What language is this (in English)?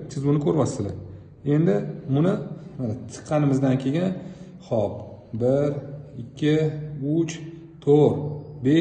Uzbek